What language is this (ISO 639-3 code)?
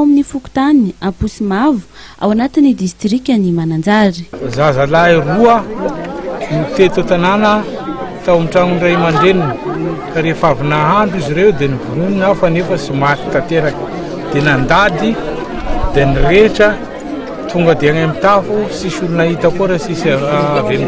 mlg